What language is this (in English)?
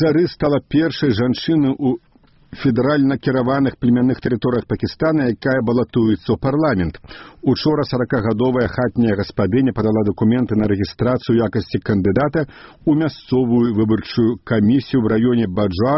Belarusian